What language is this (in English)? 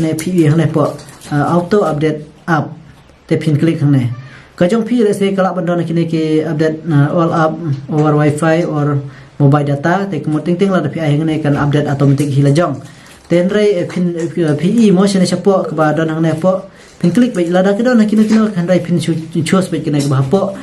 Khasi